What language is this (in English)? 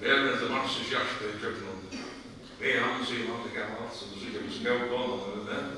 Faroese